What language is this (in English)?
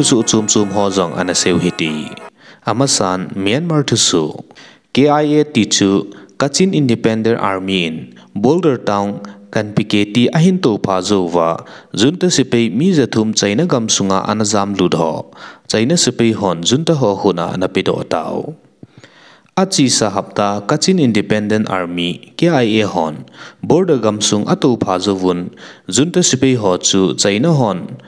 Thado Chin